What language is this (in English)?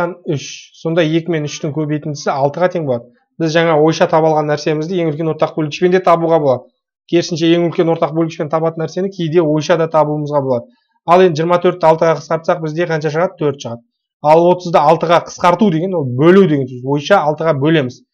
Kazakh